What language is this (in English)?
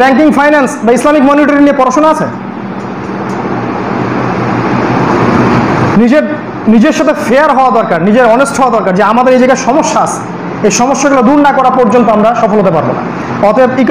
Bangla